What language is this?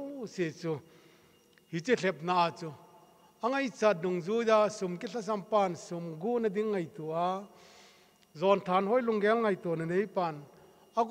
Thado Chin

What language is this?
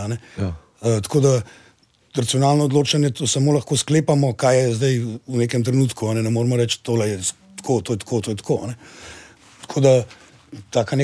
Slovenian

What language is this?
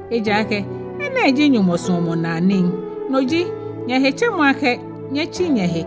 Ga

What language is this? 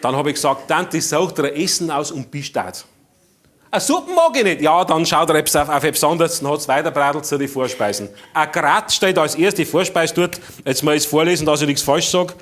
Bavarian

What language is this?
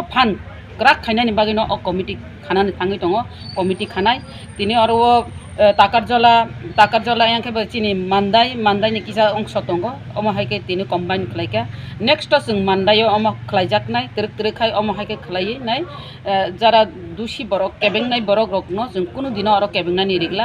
Kok Borok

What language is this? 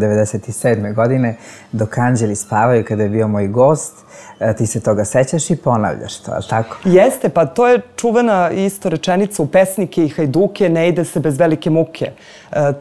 Serbian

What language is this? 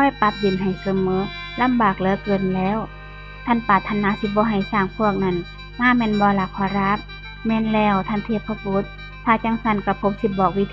Northeastern Thai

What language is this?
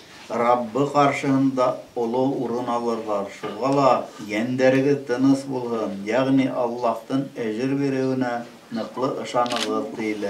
Bashkir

